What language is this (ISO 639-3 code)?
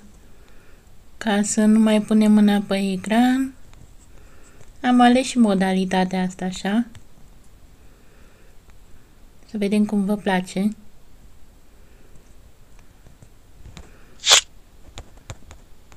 ron